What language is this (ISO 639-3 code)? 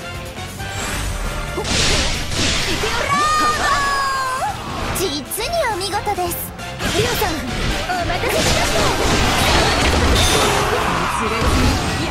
jpn